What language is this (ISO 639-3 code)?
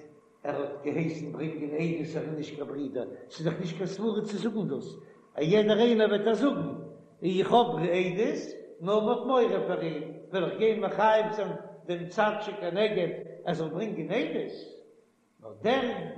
yid